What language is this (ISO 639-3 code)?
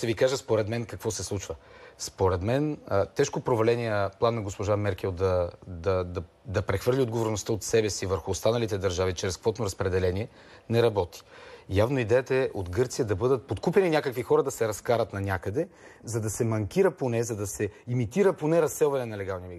bul